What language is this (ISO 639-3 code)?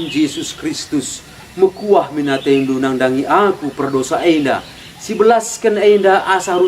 btx